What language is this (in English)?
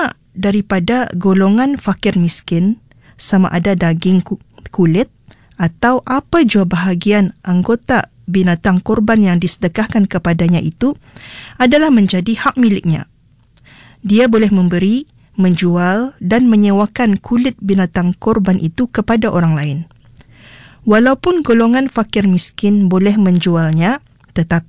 Malay